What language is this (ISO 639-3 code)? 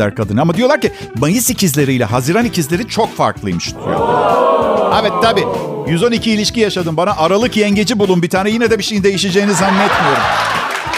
tur